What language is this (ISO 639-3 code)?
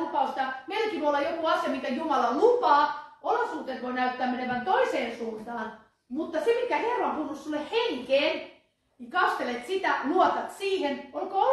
fin